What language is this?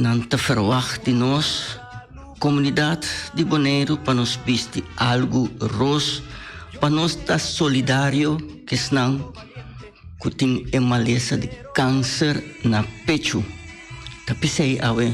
Papiamento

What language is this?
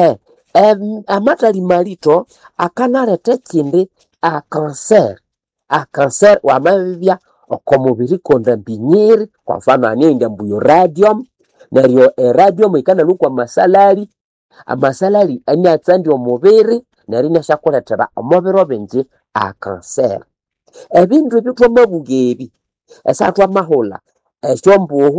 Nande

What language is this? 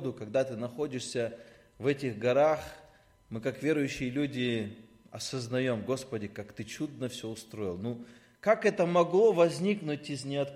Russian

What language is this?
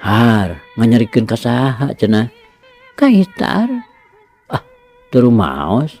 Sundanese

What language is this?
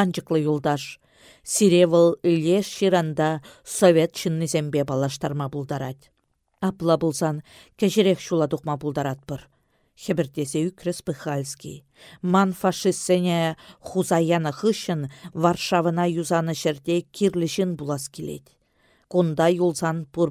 Chuvash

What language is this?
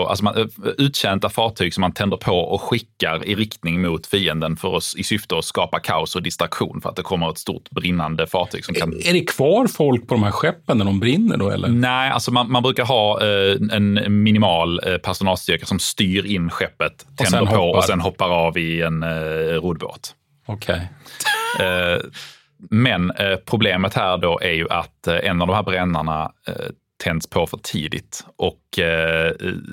Swedish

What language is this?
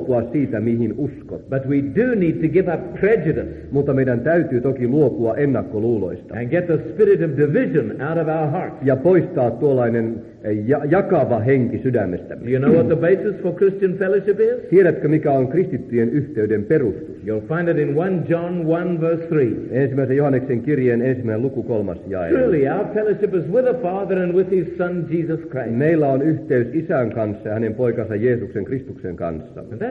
Finnish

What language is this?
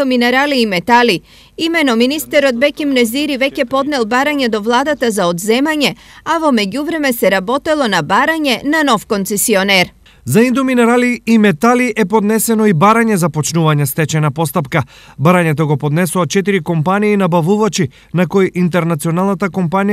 Macedonian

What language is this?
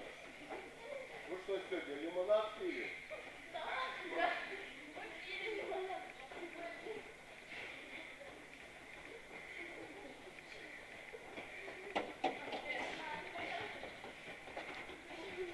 Russian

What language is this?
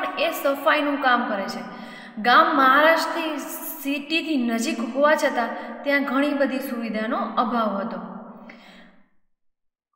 Gujarati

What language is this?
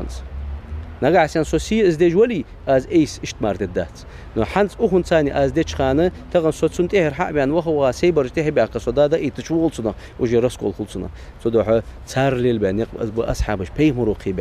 Ingush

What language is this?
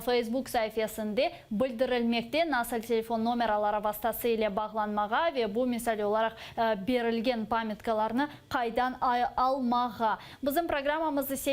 Crimean Tatar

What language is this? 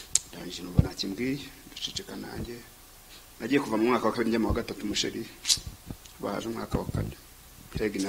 Kinyarwanda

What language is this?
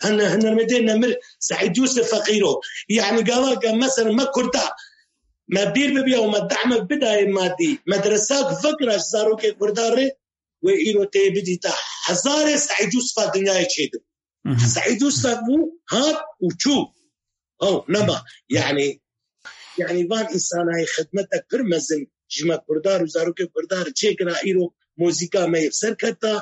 Kurdish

